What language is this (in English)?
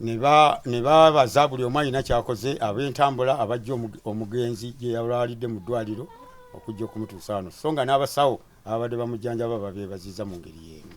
Ganda